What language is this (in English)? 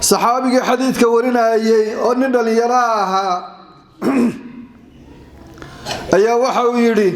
Somali